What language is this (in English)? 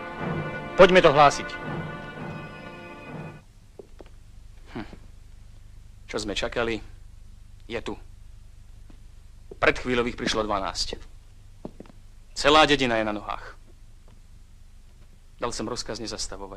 Slovak